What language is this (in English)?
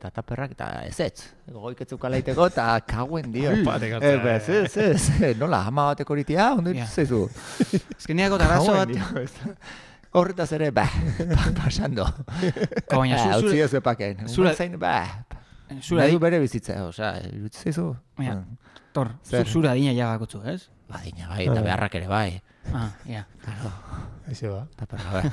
Basque